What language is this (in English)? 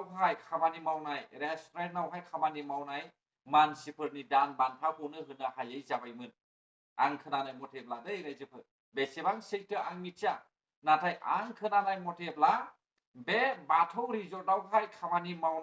Bodo